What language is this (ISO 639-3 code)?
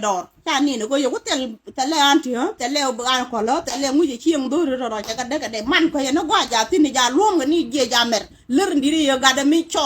nus